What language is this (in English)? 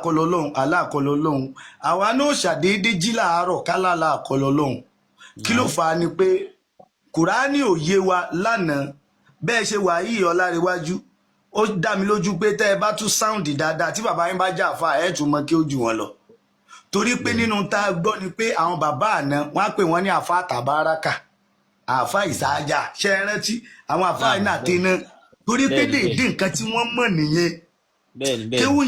Yoruba